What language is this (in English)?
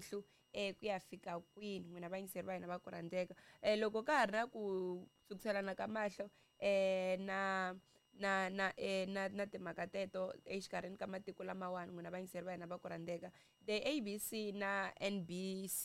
Tsonga